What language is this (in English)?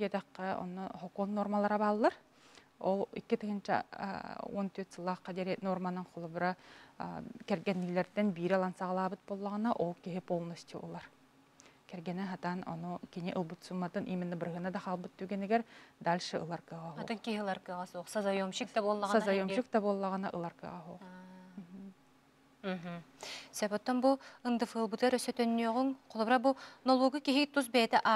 Yakut